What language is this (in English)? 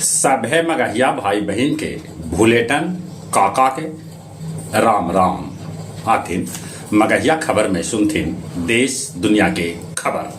Magahi